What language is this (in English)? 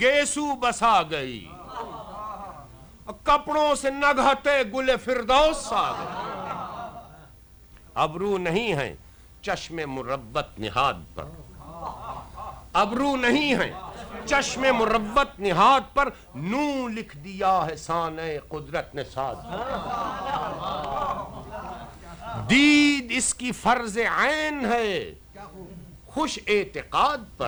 Urdu